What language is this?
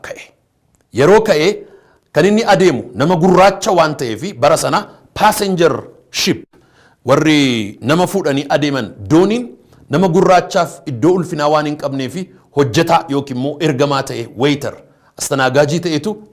Oromo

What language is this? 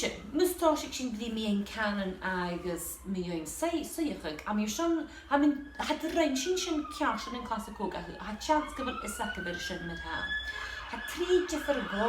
Scottish Gaelic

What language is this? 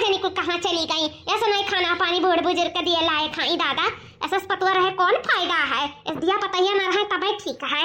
Awadhi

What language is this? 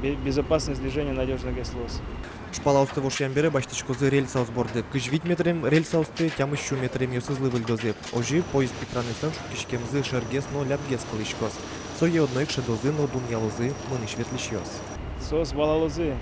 Udmurt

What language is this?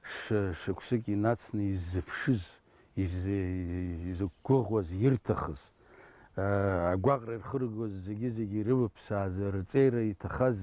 Abkhazian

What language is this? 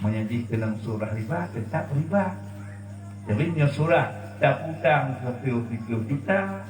Achinese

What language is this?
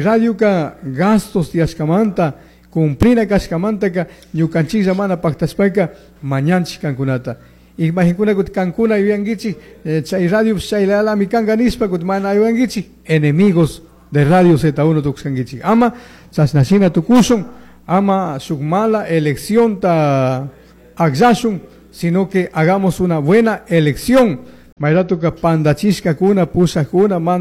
Chimborazo Highland Quichua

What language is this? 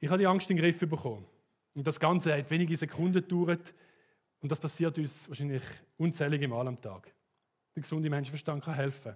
Swiss German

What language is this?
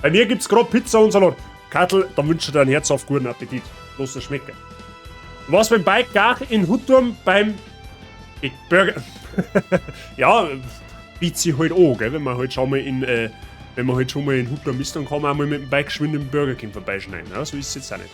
Bavarian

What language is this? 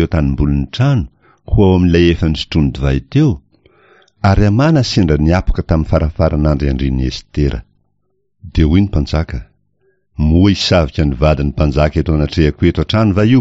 Malagasy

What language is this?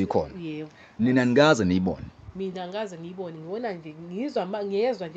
Zulu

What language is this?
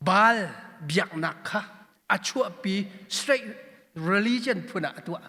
Hakha Chin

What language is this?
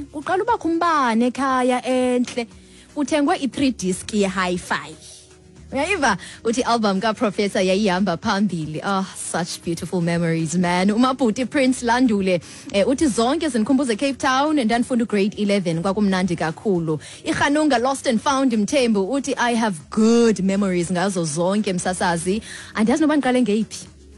Xhosa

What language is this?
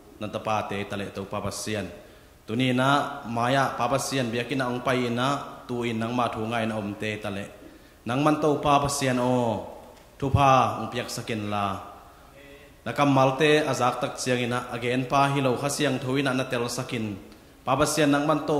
Tedim Chin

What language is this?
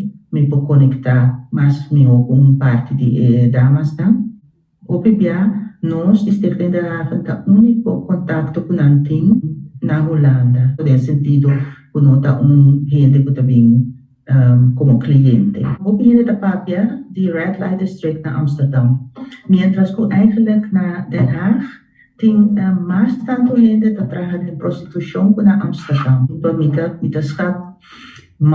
Papiamento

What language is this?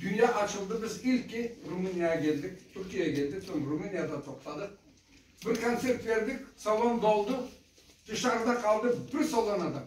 Crimean Tatar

